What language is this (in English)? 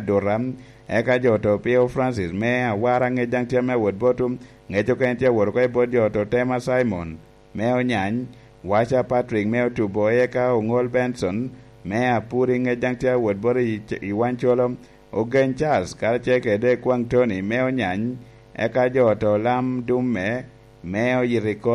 Lango (Uganda)